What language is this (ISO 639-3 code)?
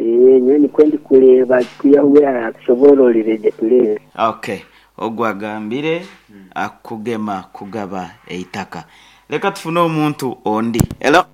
nyn